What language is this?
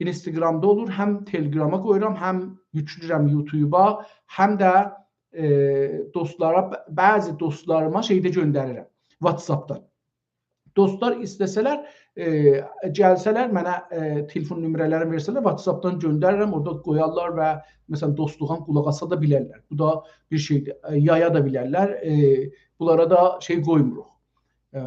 South Azerbaijani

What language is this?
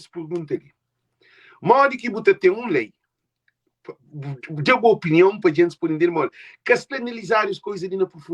Kabuverdianu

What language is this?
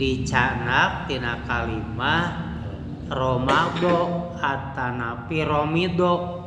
Sundanese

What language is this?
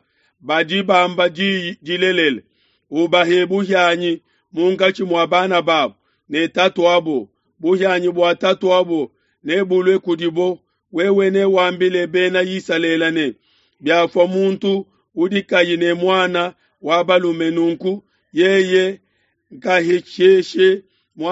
Luba-Lulua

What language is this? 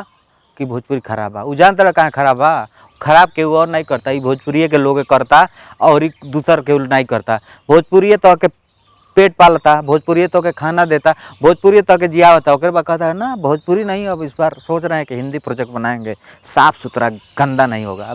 Bhojpuri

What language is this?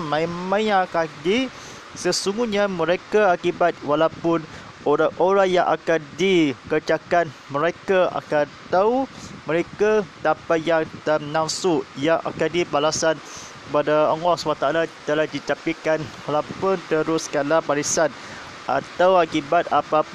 Malay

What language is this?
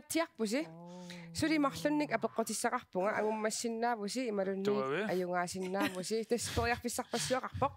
Kalaallisut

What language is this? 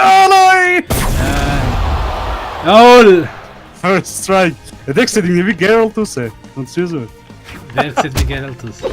Swiss German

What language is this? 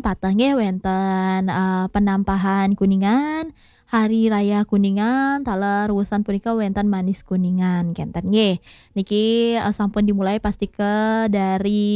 Balinese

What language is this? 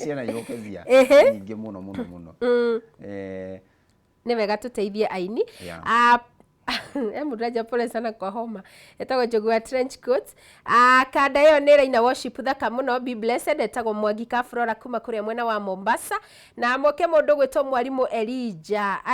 Kikuyu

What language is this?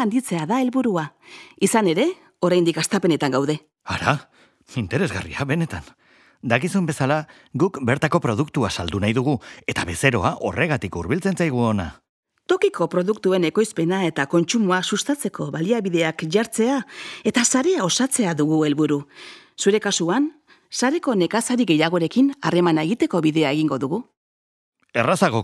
Basque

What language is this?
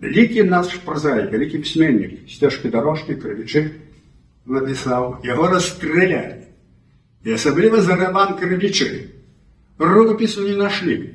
Belarusian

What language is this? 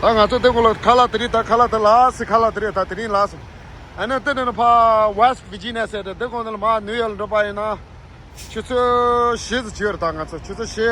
Tibetan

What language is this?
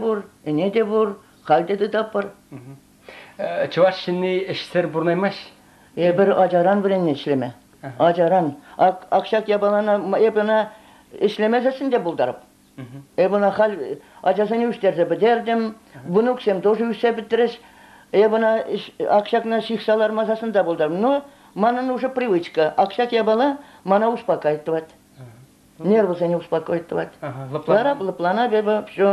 Chuvash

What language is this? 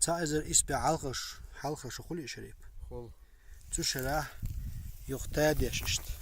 Chechen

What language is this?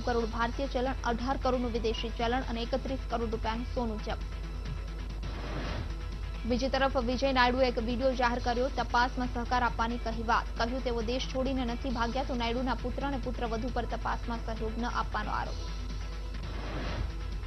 Gujarati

